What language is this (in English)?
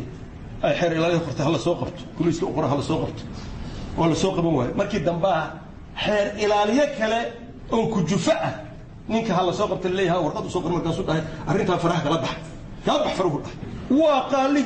Somali